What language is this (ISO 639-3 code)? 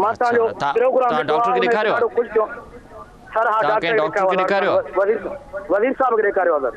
snd